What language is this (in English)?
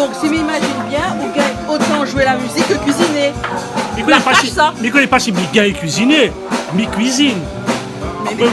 Réunion Creole French